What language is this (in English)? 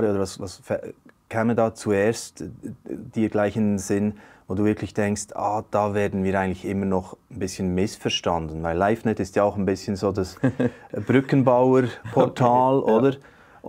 Swiss German